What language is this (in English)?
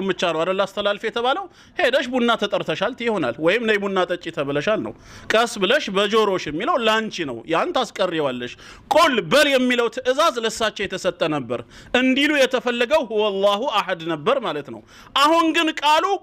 Amharic